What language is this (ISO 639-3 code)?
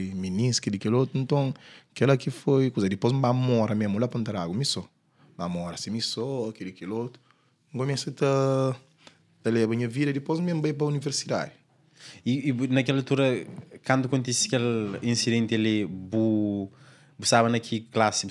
kea